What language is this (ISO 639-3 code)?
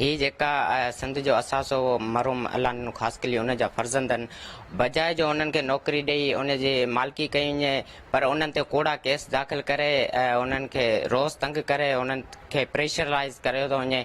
snd